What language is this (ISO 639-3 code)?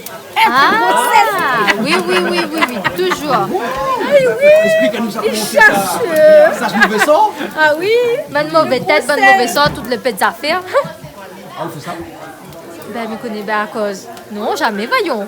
rcf